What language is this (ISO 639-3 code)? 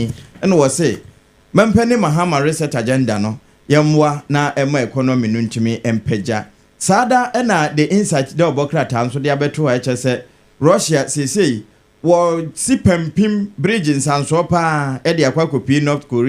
aka